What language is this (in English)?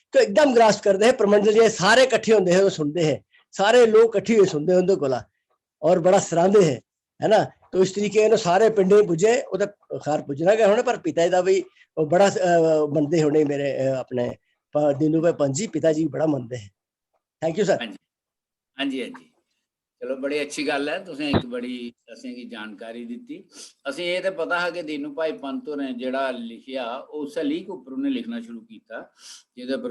Dogri